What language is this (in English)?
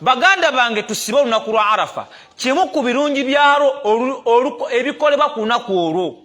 Ganda